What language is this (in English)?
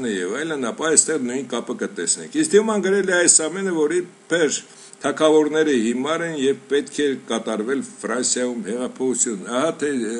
Armenian